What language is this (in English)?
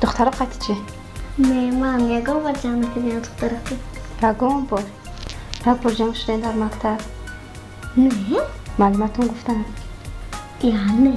Tajik